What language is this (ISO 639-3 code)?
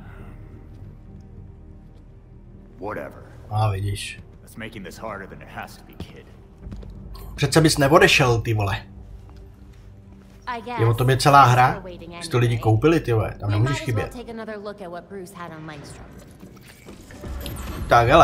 ces